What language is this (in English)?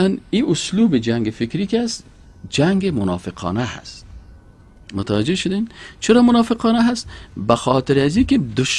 Persian